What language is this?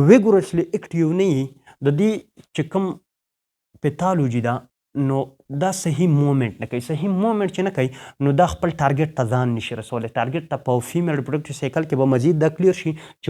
Pashto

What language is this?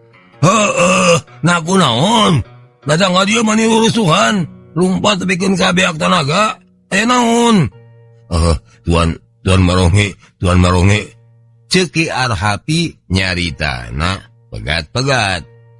Sundanese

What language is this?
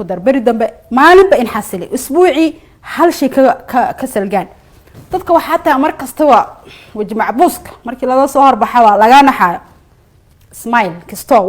Somali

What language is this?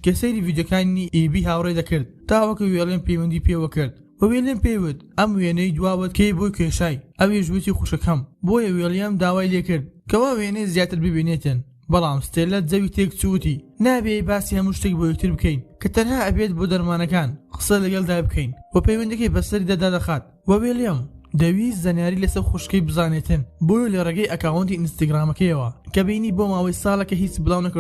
Central Kurdish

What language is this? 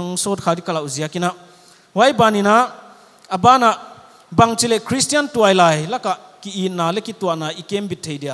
Paite Chin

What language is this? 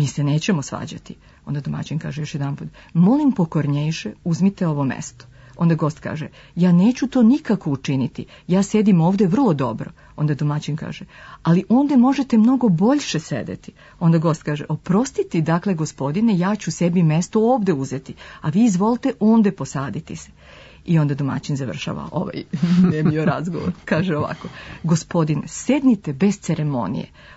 Serbian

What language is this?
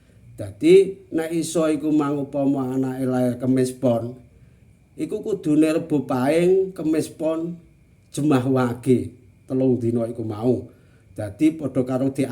Javanese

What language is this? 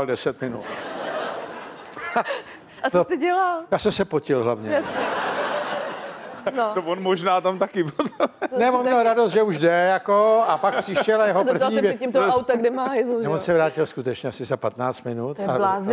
Czech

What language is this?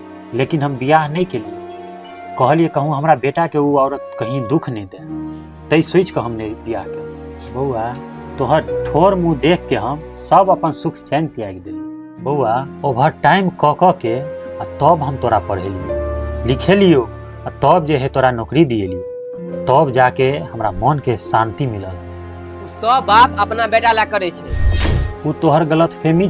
Maithili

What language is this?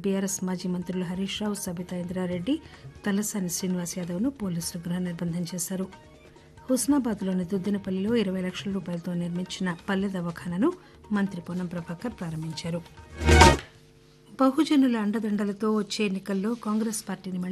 Telugu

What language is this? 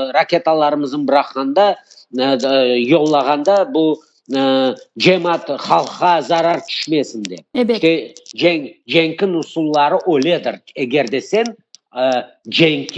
Crimean Tatar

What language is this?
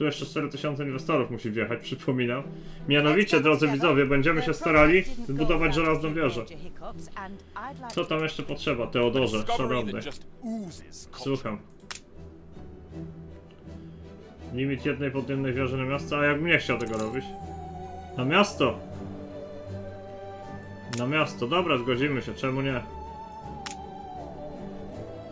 Polish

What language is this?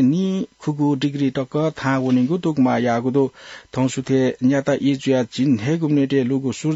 Newari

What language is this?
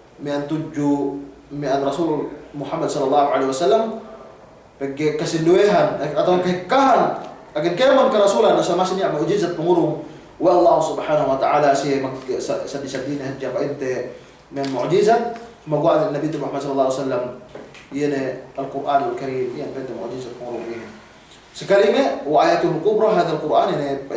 Yakan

